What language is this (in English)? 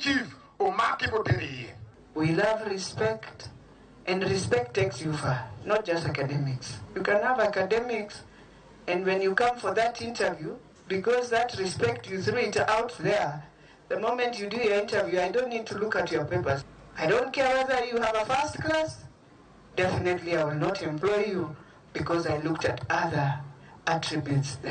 Luo (Kenya and Tanzania)